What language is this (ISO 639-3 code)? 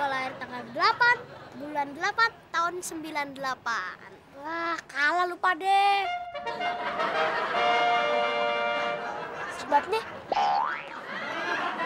ind